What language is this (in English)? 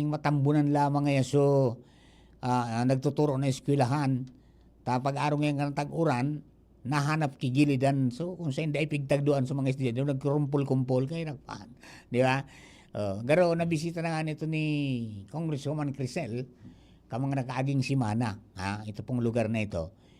Bikol